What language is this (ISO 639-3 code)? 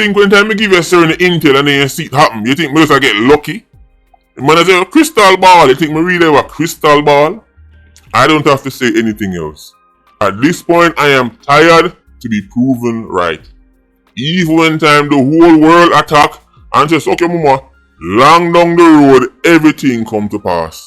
jam